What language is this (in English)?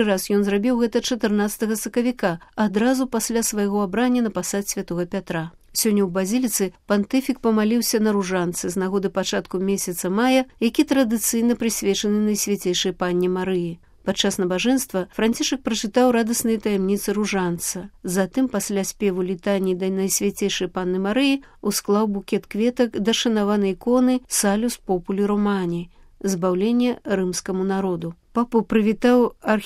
Belarusian